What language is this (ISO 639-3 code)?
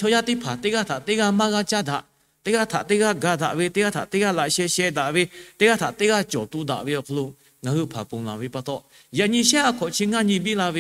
lhu